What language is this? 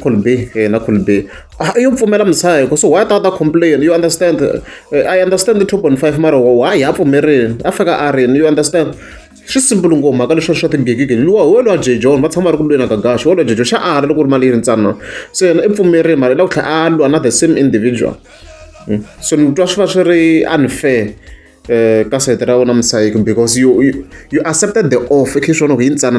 Tsonga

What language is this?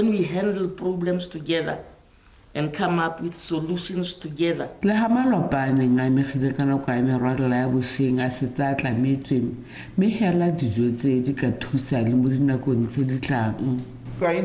Tswana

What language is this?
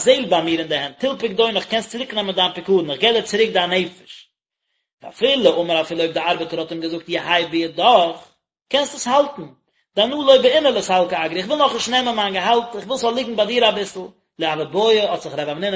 Yiddish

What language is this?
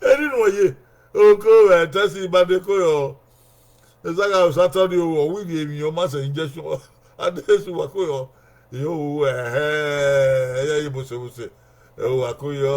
Bini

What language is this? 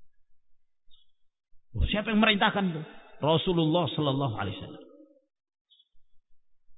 Indonesian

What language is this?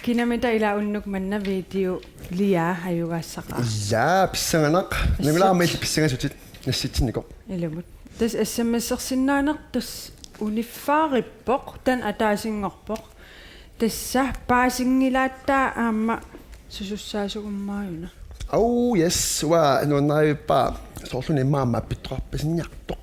Kalaallisut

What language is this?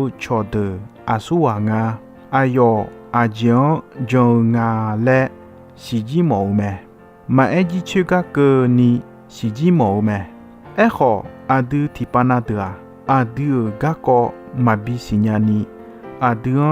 Akha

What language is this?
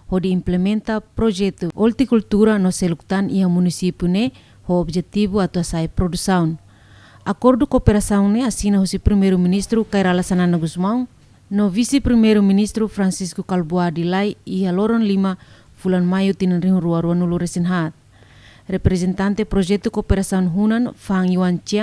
Tetum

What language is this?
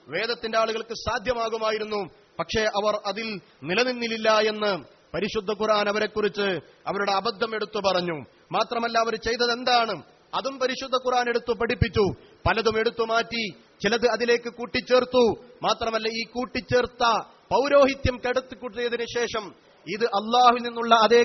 Malayalam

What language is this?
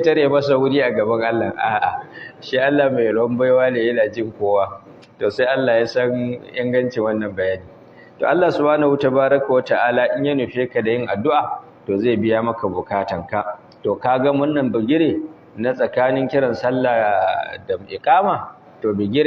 Hausa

